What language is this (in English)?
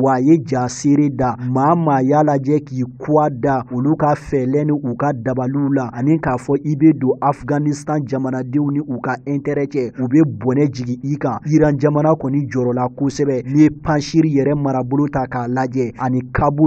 Bambara